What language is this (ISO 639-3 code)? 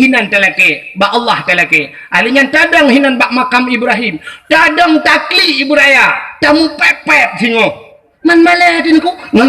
ace